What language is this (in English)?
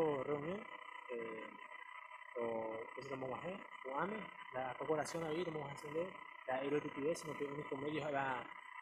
Guarani